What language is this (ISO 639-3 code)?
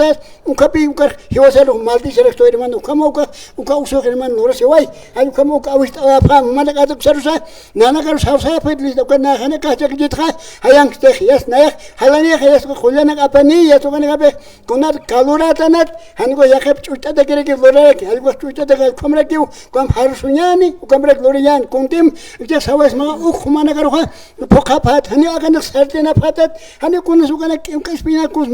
aym